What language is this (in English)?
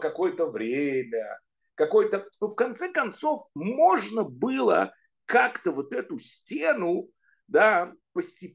Russian